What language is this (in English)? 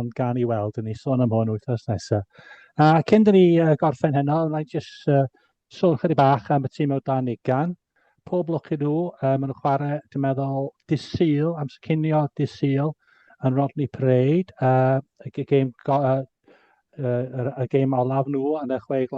Welsh